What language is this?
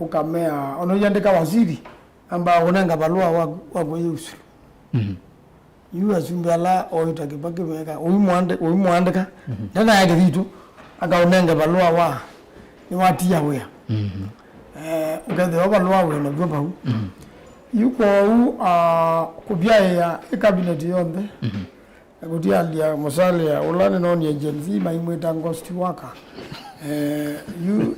Kamba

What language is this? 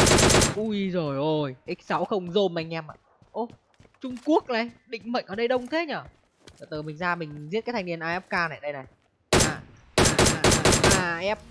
Vietnamese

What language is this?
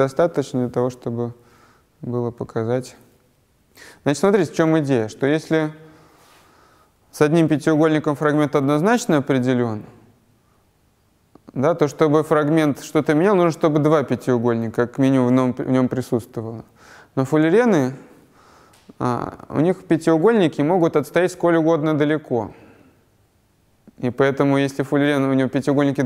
Russian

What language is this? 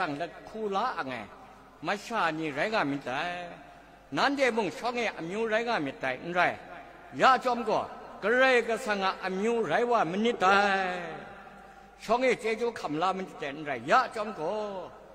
Kachin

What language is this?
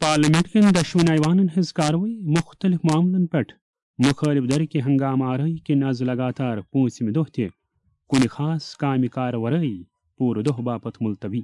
Kashmiri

